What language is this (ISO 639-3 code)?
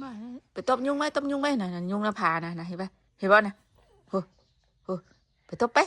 tts